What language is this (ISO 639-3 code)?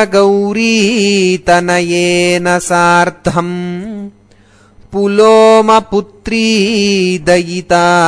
san